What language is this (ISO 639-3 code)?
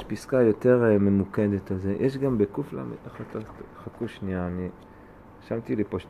heb